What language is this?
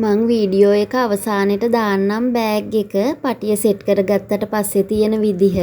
Sinhala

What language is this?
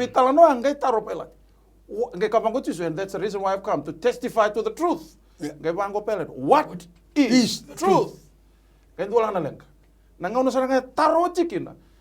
Fijian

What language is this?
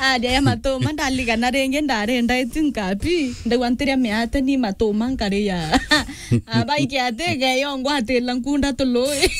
Meru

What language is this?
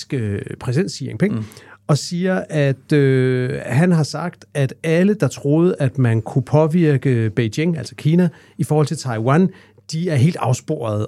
Danish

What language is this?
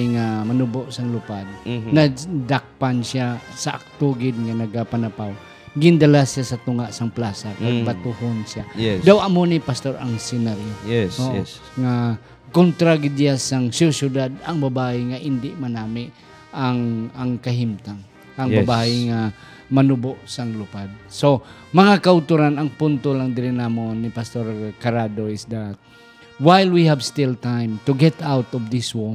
Hiligaynon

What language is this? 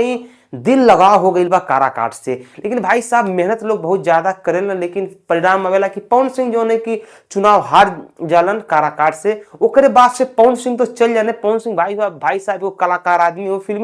Bhojpuri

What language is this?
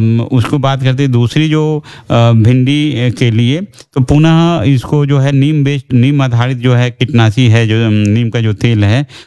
Hindi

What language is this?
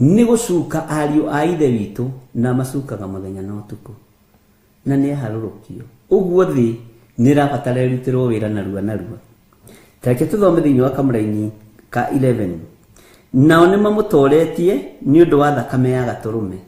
Kikuyu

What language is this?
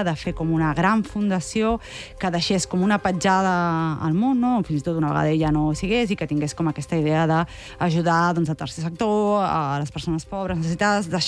Catalan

